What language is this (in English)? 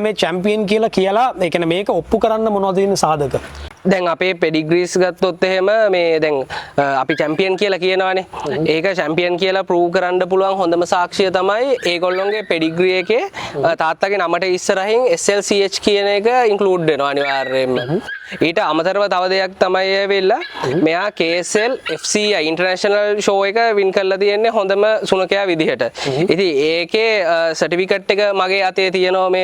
Sinhala